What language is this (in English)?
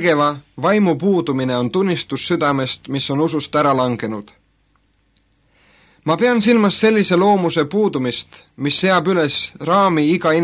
Estonian